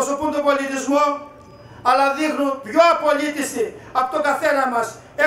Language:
Greek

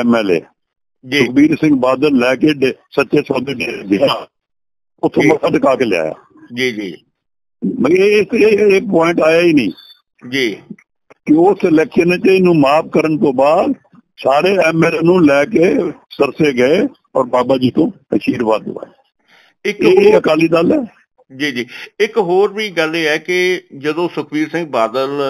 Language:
Punjabi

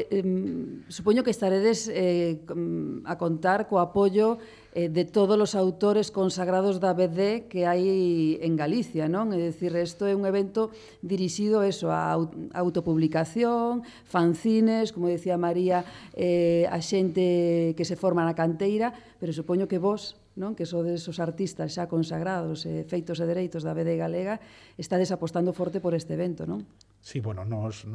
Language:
Galician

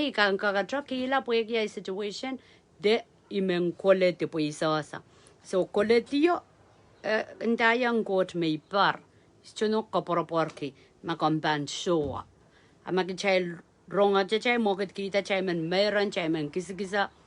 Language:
Pohnpeian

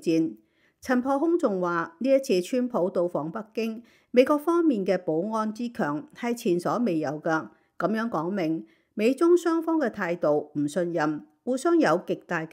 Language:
Cantonese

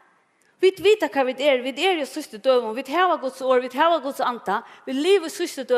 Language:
Faroese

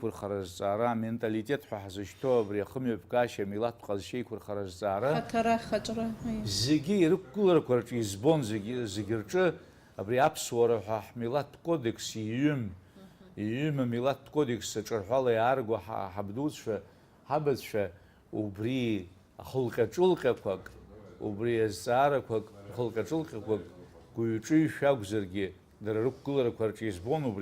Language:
Abkhazian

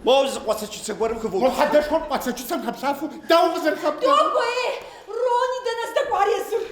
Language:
Kabardian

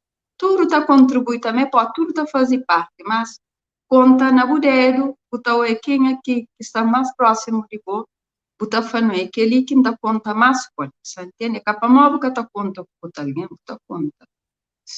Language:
Kabuverdianu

